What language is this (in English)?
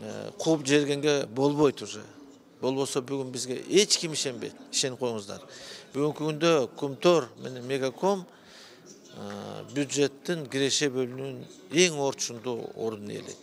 Kyrgyz